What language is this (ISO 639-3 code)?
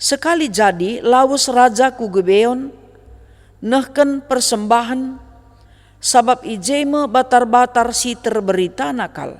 btx